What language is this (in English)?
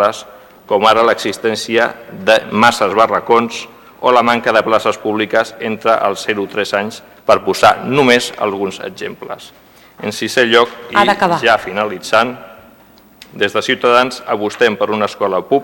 Catalan